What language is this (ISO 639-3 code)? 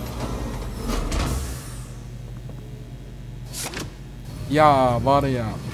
tur